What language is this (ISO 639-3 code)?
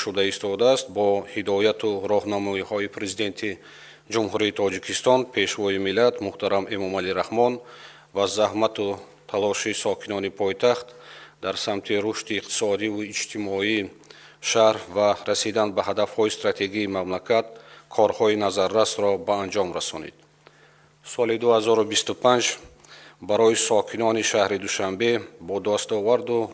tgk